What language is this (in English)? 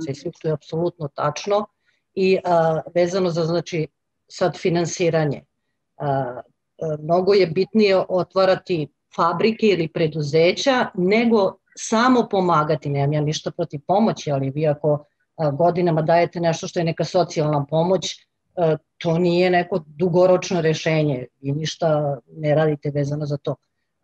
Serbian